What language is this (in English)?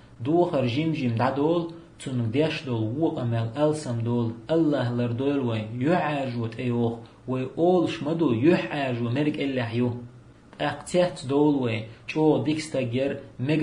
Chechen